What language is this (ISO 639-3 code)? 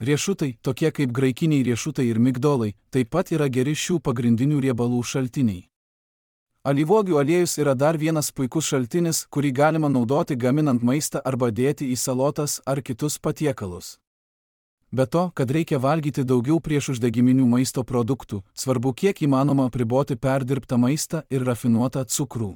lit